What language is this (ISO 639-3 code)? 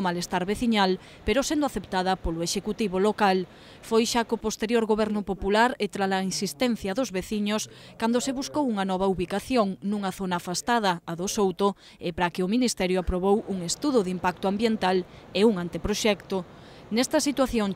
glg